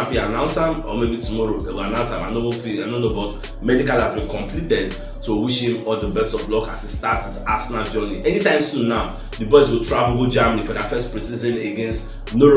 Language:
Nigerian Pidgin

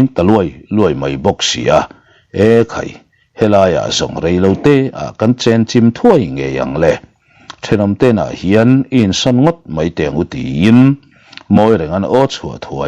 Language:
Mizo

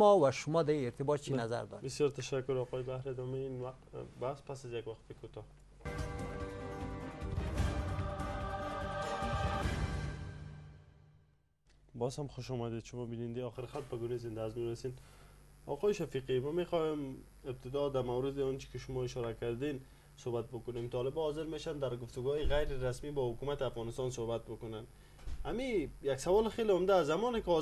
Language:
Persian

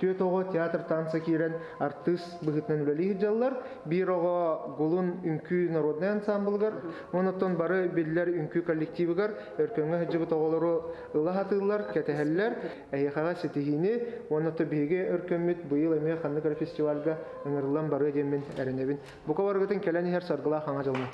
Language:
Yakut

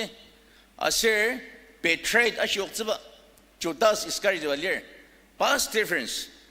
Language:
Ao Naga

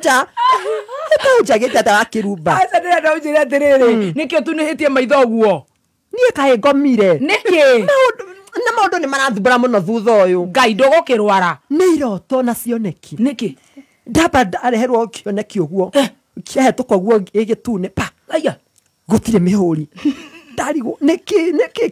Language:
Kikuyu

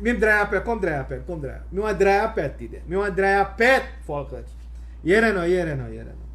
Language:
Sranan Tongo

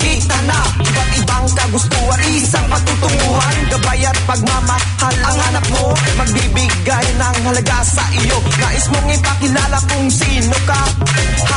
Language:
Filipino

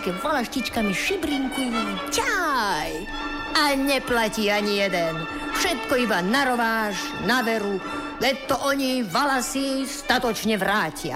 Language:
Slovak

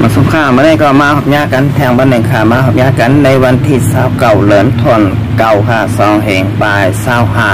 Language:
Shan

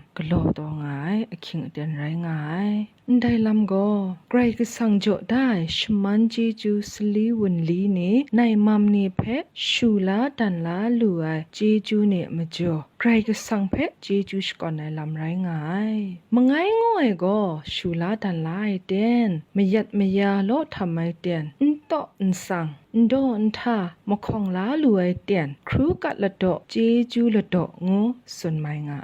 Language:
Kachin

